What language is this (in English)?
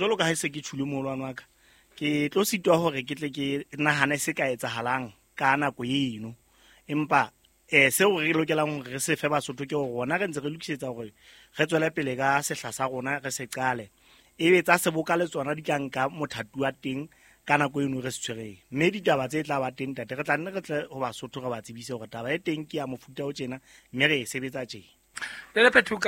Southern Sotho